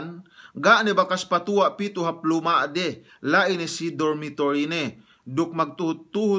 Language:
Yakan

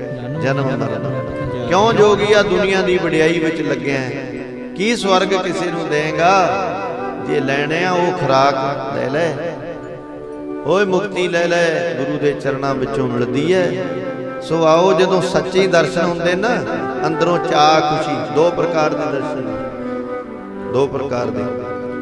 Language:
Punjabi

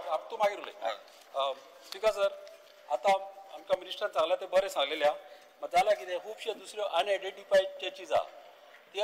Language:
Konkani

